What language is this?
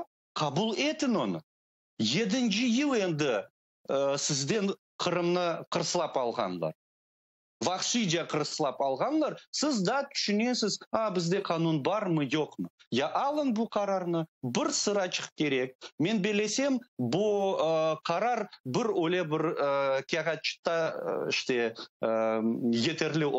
Crimean Tatar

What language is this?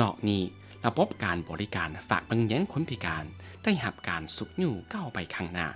Lao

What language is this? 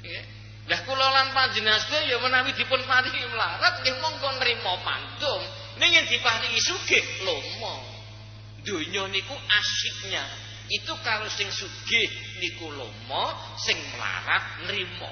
Javanese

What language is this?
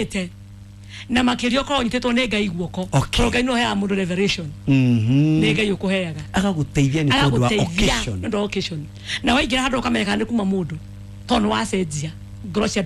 Kikuyu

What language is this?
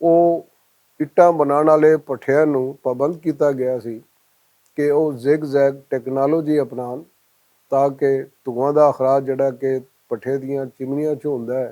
Western Panjabi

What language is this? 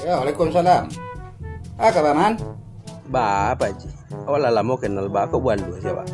Minangkabau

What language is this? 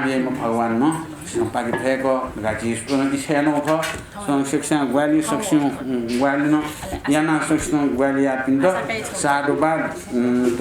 Newari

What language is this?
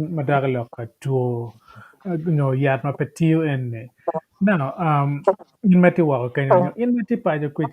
Acoli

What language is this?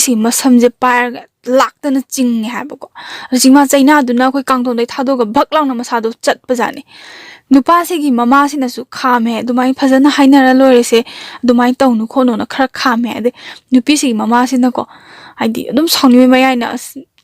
Manipuri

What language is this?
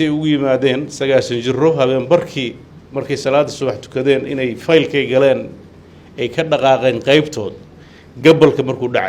Somali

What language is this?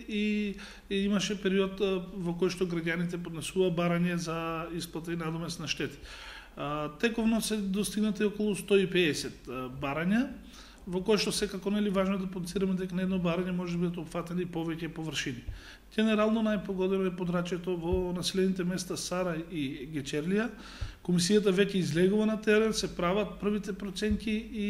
Macedonian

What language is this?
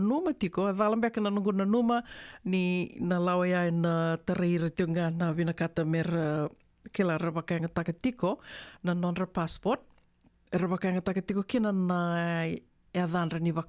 Fijian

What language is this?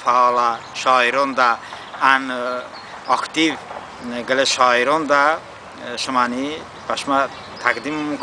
Talysh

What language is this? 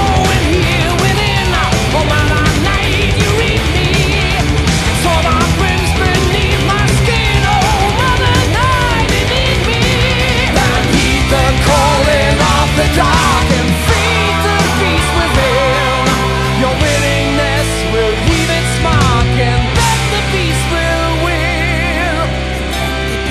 English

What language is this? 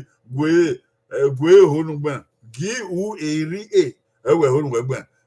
Bini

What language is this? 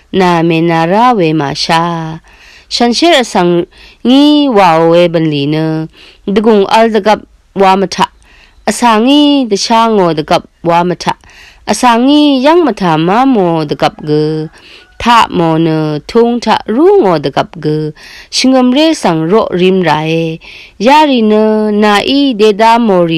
Rawang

